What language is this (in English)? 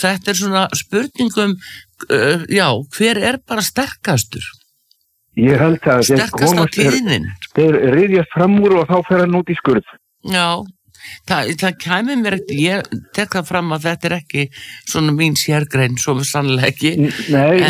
Icelandic